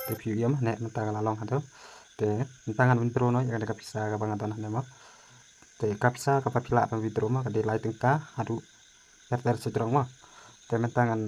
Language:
Khasi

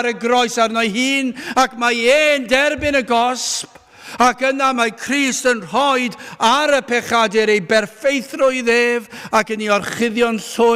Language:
Welsh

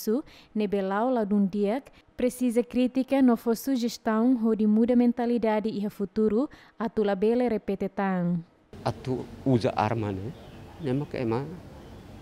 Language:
Tetum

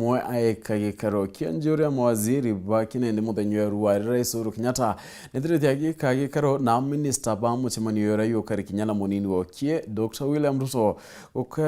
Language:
Meru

